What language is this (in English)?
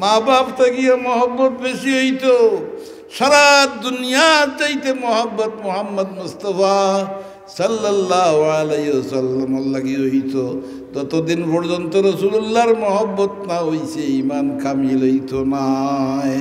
Sylheti